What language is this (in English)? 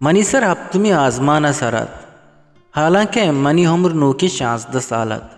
Eastern Balochi